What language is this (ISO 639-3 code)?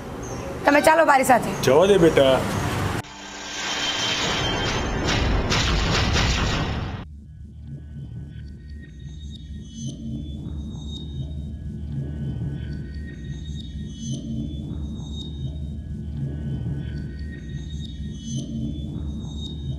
guj